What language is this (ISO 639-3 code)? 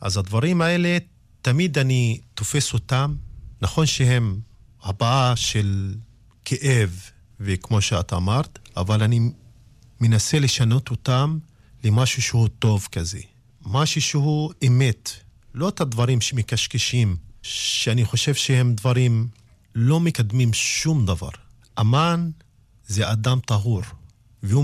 heb